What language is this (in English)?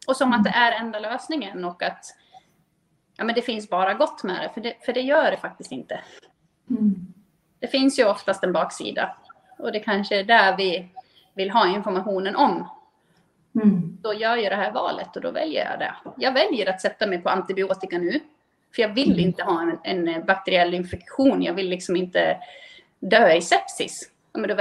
Swedish